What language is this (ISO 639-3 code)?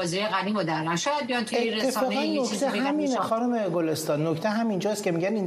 fas